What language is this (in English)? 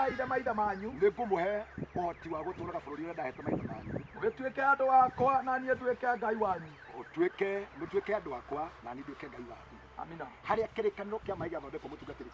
Kikuyu